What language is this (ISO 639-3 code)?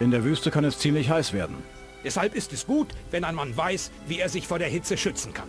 bar